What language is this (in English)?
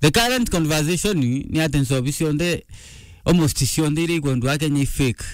Meru